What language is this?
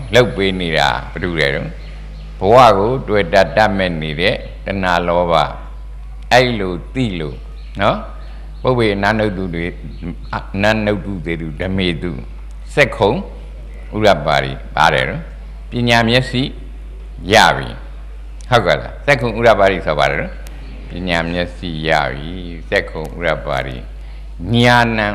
Burmese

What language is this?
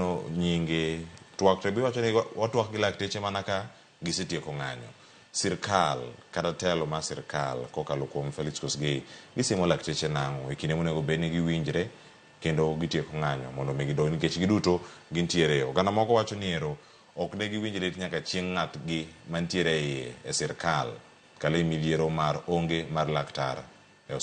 Luo (Kenya and Tanzania)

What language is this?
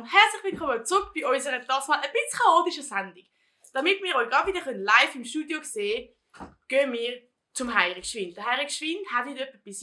Swiss German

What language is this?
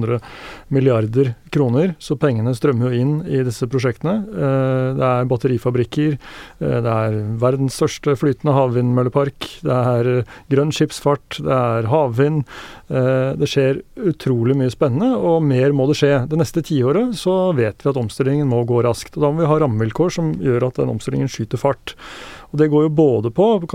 Norwegian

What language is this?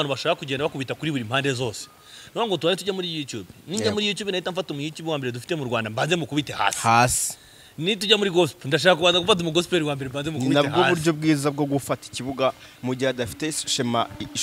Kinyarwanda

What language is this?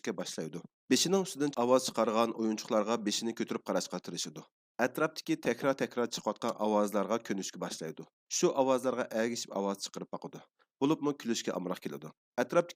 Uyghur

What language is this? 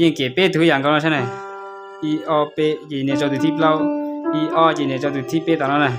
Hmong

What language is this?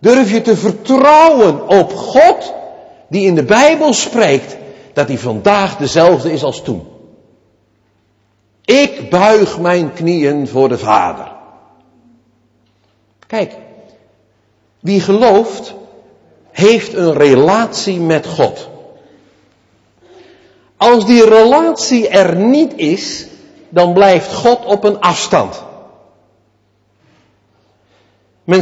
Dutch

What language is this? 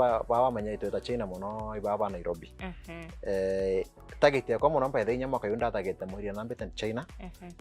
Meru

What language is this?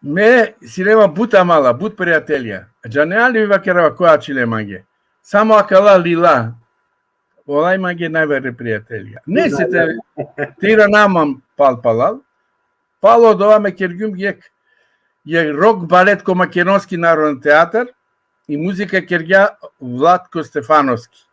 Balkan Romani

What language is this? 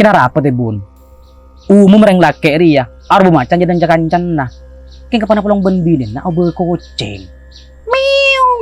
Madurese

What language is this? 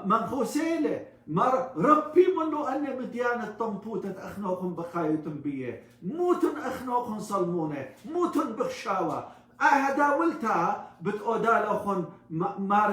Assyrian Neo-Aramaic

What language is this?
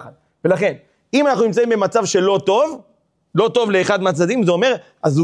Hebrew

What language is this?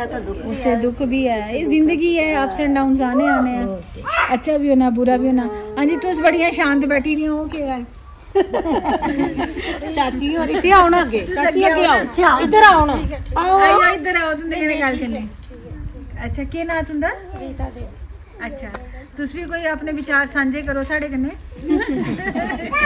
Dogri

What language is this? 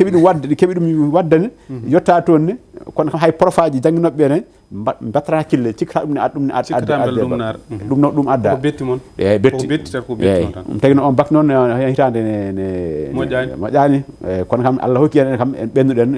Fula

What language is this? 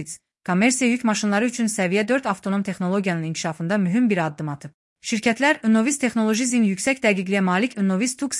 Azerbaijani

